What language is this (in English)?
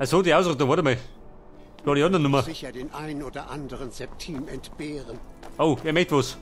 Bavarian